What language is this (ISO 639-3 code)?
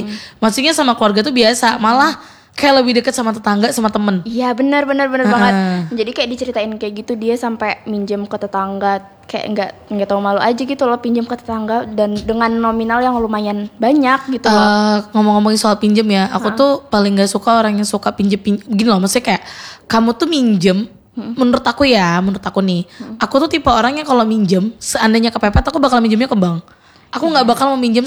ind